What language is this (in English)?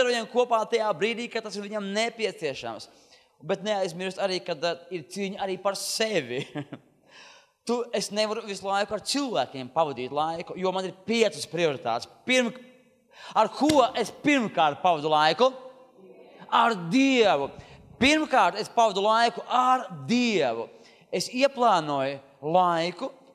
Latvian